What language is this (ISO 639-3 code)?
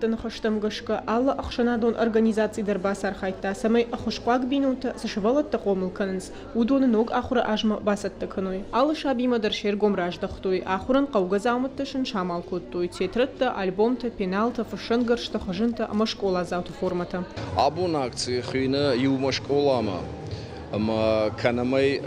oss